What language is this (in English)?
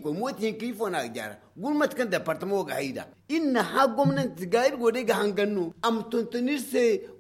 Zarma